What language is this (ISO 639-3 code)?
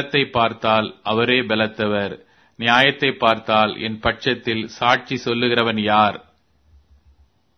tam